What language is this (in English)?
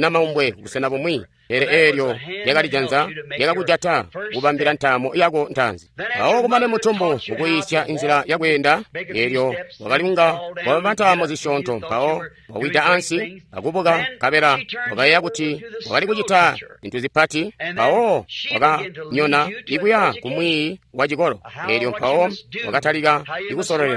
Tonga (Zambia)